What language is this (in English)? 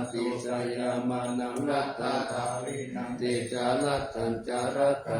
Pali